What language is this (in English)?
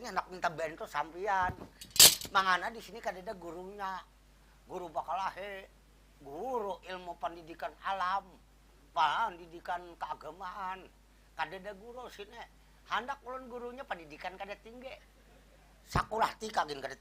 Banjar